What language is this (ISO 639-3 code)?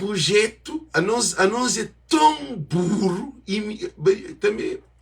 kea